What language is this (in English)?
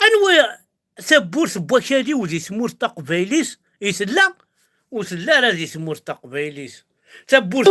Kabyle